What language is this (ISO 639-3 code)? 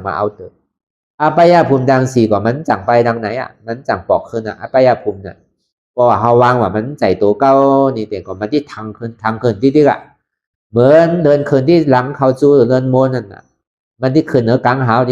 shn